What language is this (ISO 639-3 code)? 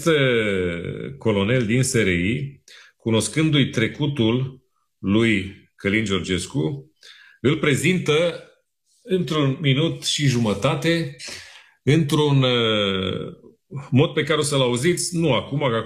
ron